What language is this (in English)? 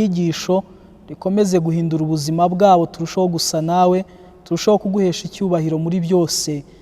Kinyarwanda